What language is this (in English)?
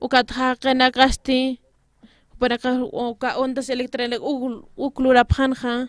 Aymara